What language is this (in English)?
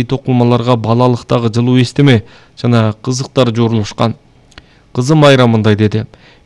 Kyrgyz